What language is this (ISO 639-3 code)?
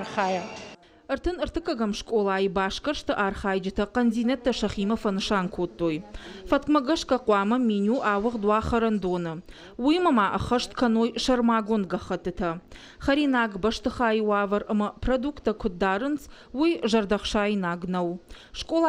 oss